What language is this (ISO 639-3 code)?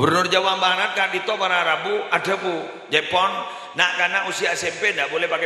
mad